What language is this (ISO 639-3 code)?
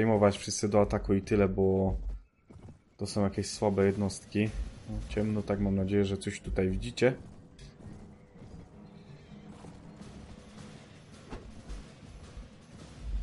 pol